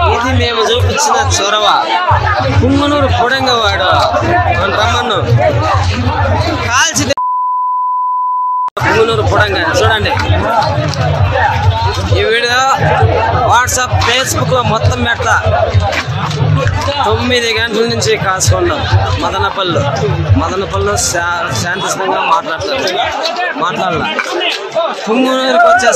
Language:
Telugu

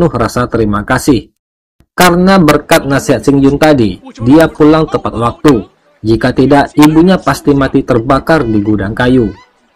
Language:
Indonesian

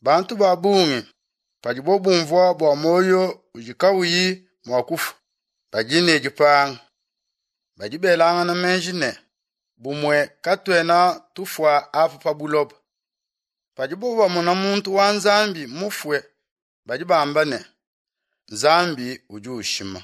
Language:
Luba-Lulua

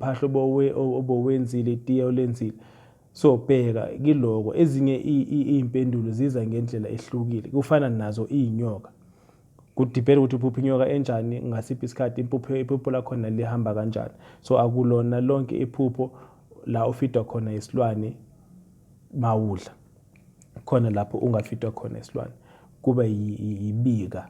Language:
Zulu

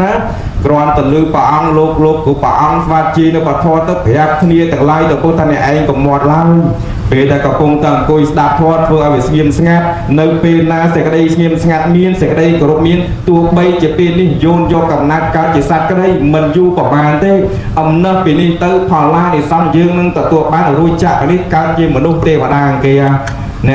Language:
Khmer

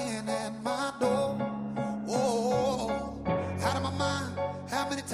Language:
Portuguese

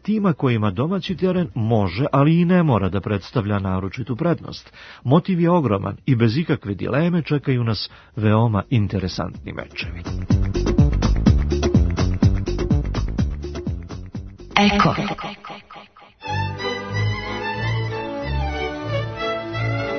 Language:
Serbian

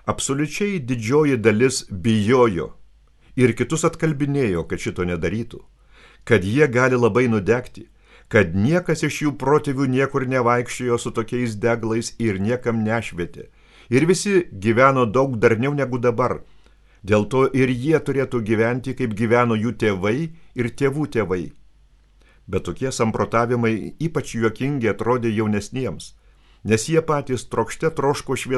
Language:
Lithuanian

